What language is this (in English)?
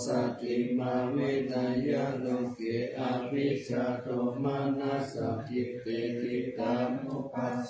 Pali